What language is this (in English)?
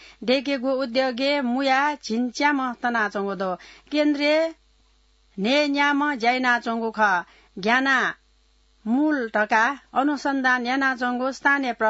Newari